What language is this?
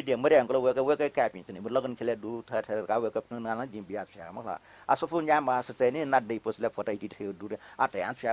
Newari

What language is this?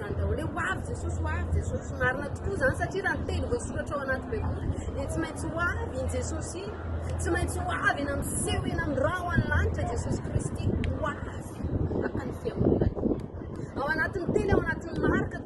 Malagasy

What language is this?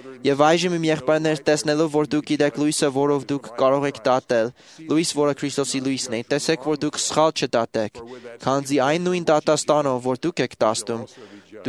Armenian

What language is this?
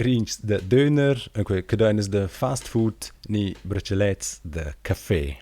Romansh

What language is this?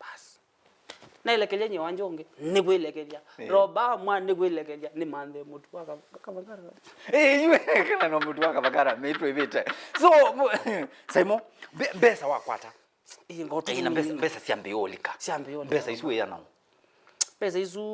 Kamba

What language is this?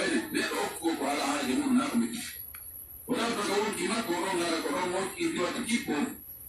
Pular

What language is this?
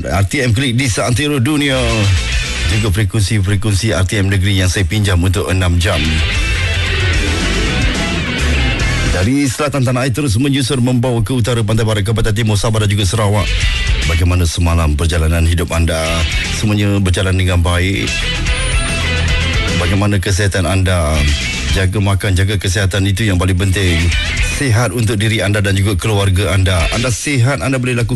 Malay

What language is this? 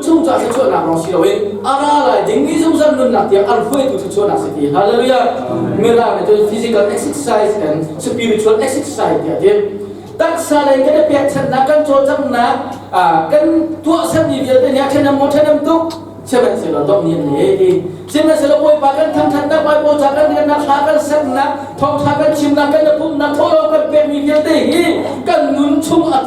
Hakha Chin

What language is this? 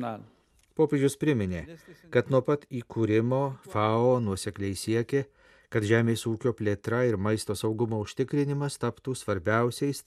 Lithuanian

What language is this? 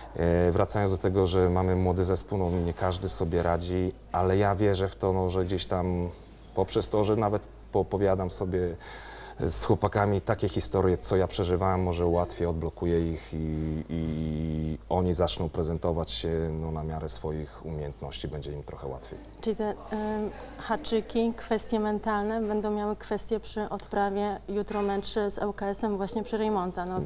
Polish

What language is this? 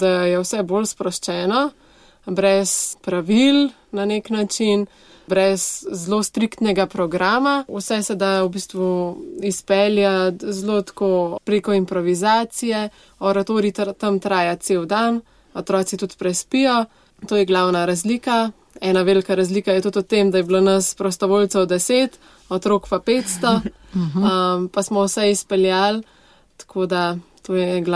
Slovenian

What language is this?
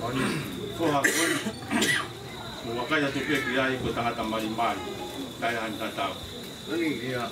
Tongan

